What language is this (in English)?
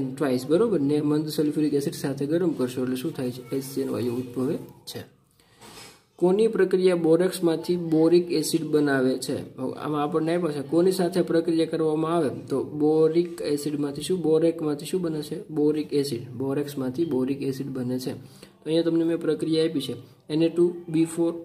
Gujarati